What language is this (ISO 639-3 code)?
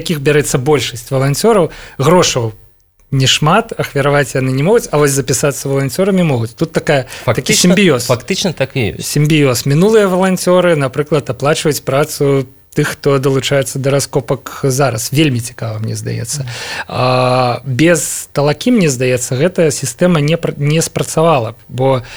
bel